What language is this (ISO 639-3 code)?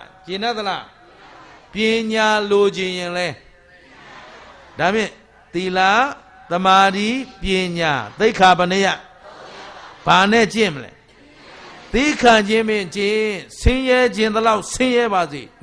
mya